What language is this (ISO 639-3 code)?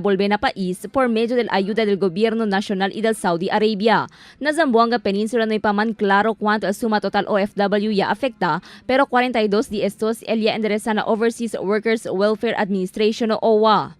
cbk